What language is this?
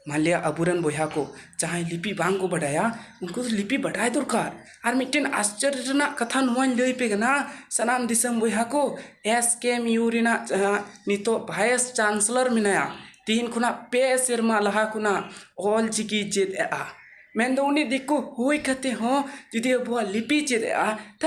Santali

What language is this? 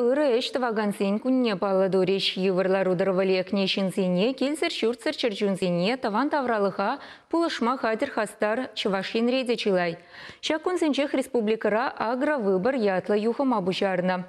Chuvash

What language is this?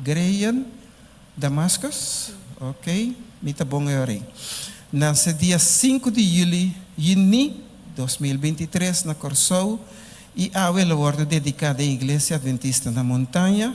Papiamento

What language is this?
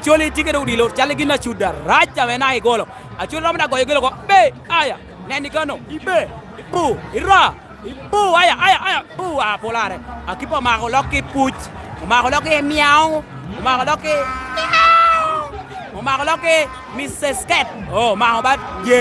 Lango (Uganda)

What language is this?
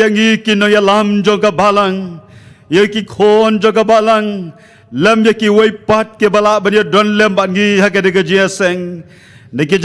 Khasi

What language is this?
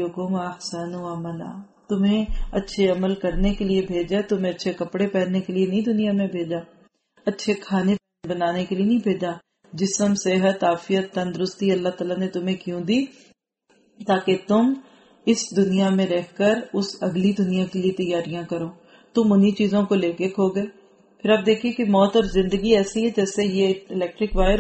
Urdu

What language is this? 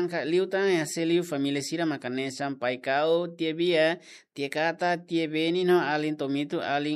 Tetum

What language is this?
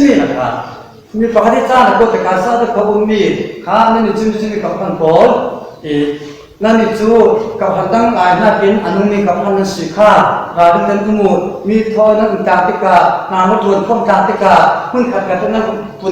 Falam Chin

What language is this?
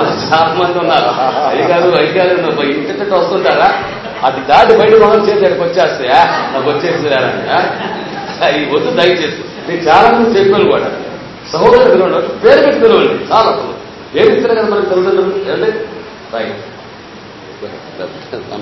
Telugu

